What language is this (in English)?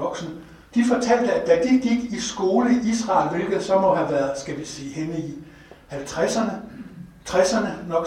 Danish